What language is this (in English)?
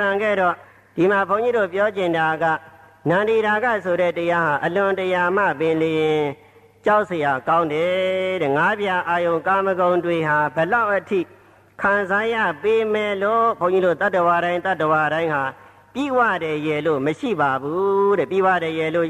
Burmese